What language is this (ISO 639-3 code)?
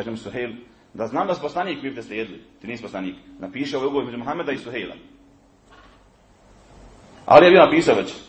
bos